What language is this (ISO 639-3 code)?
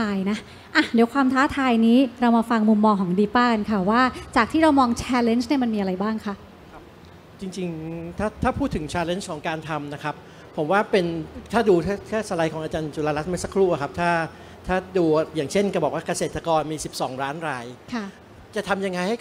tha